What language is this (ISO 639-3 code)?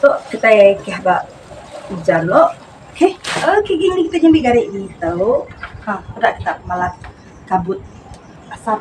iba